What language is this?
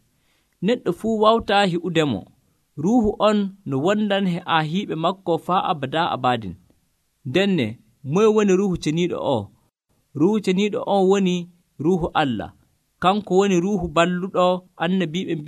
Nigerian Fulfulde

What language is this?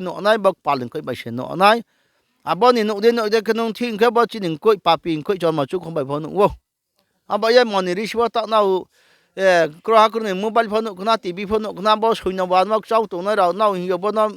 Riang (India)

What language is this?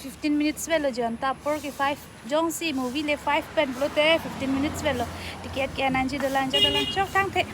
Karbi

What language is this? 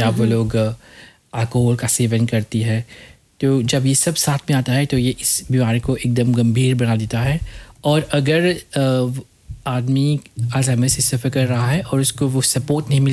Hindi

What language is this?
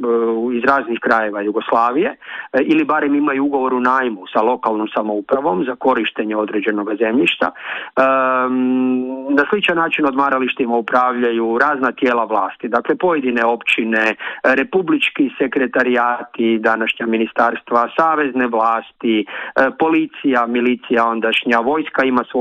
Croatian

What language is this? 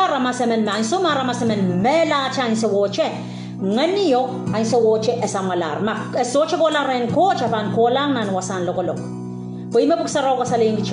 Pohnpeian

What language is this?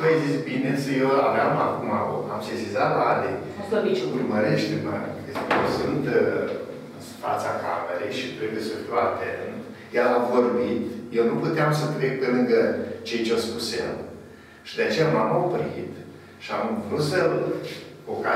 Romanian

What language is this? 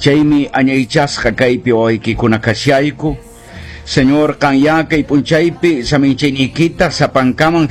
Quechua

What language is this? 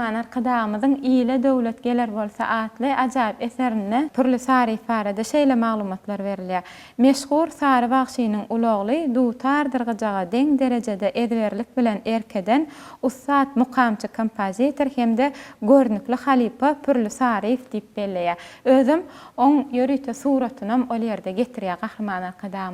Turkmen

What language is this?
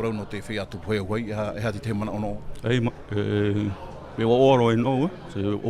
Tahitian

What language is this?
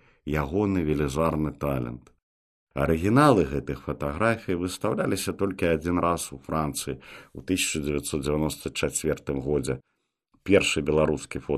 Belarusian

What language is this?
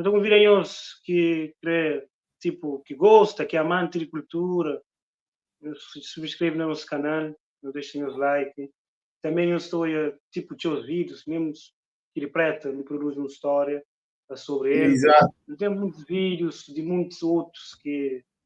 Kabuverdianu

